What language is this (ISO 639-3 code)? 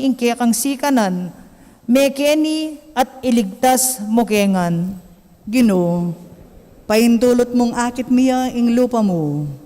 pam